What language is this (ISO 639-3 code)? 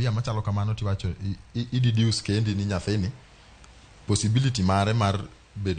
luo